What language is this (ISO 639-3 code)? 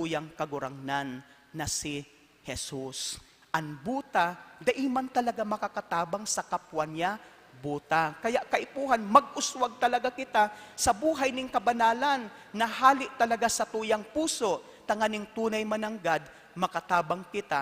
bik